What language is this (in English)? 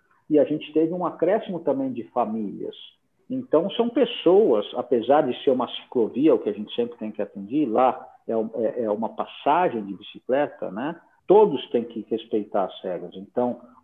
Portuguese